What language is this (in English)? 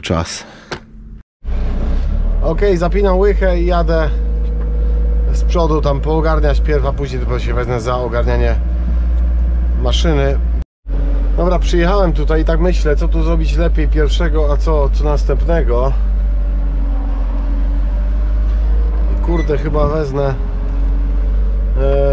Polish